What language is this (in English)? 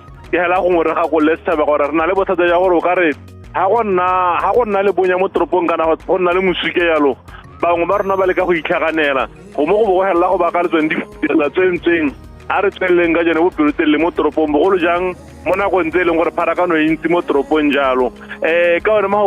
Tswana